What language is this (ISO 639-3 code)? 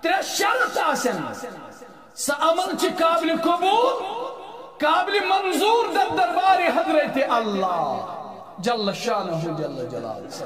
kas